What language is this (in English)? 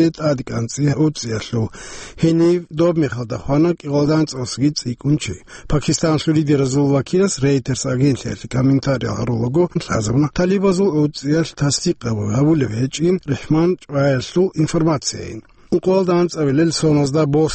Avaric